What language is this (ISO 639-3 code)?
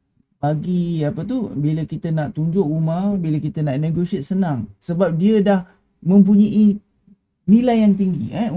msa